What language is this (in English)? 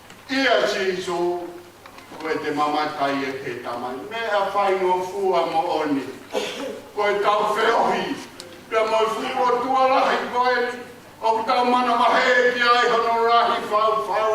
Tongan